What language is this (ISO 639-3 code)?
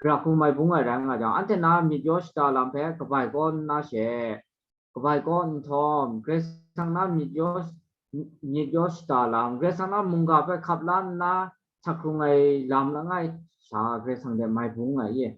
kac